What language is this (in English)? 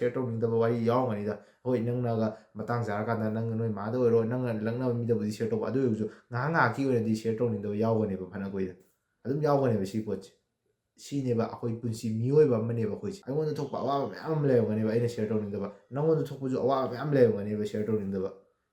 Manipuri